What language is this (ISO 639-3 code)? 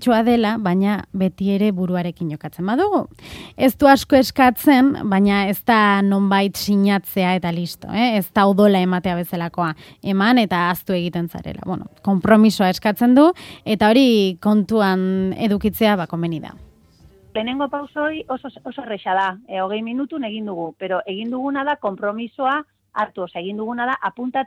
eus